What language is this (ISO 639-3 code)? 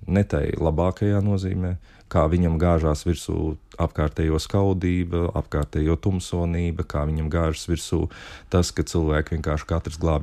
lav